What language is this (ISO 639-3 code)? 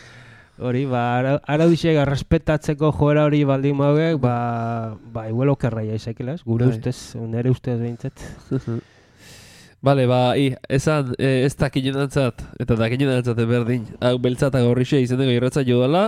eus